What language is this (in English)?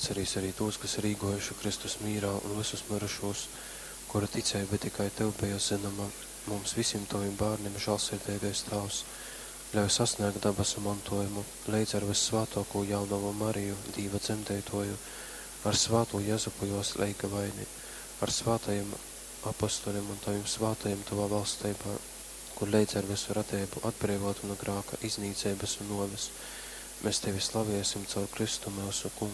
Latgalian